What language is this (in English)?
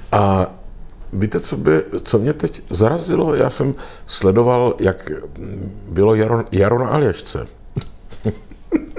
Czech